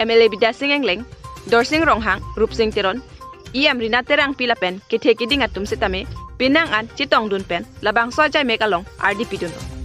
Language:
Karbi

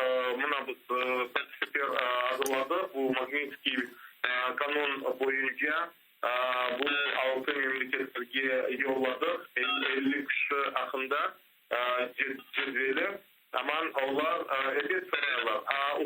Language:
Crimean Tatar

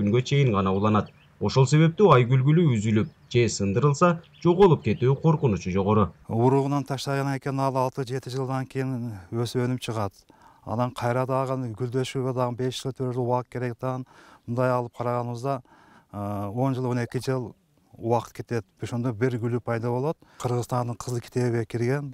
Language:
Kyrgyz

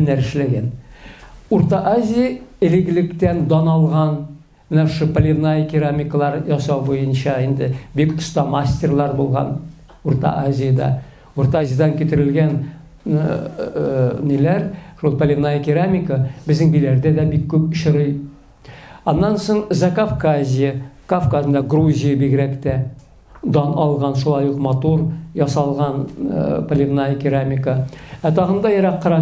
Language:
Tatar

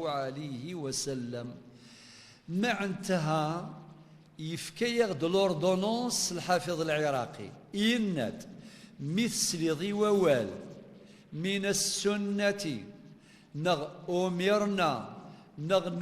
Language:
Kabyle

